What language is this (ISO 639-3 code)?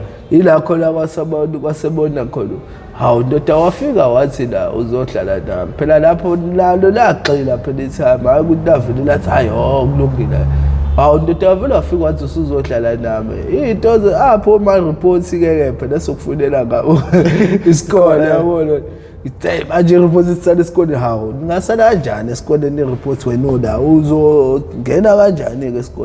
zul